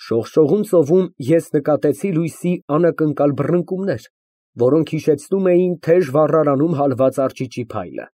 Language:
Armenian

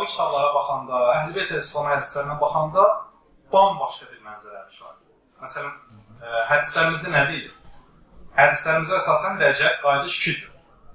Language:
Azerbaijani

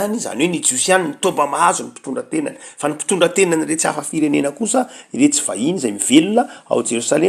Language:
Malagasy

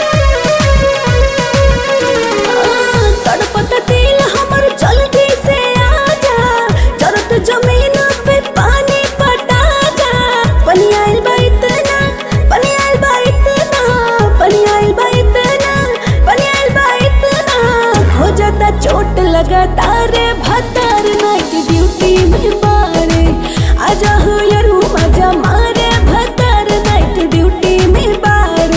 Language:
Bhojpuri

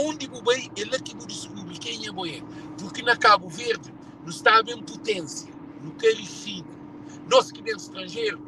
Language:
Kabuverdianu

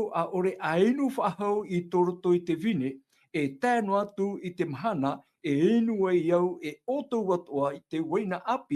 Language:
Tahitian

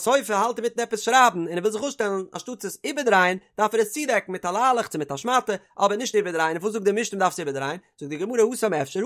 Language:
Yiddish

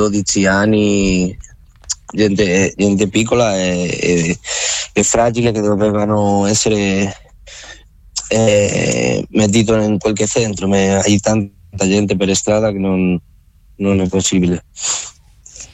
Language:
Italian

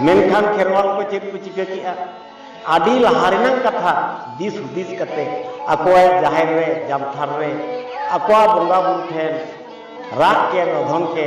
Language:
Santali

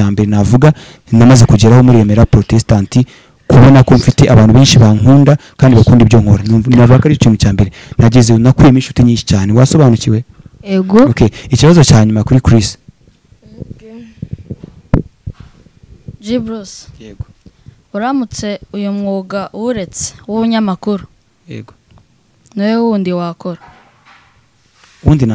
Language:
Kinyarwanda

